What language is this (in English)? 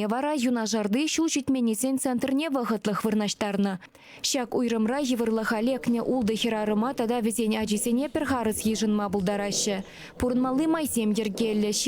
Chuvash